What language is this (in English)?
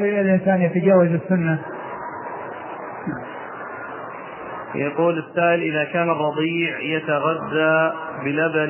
Arabic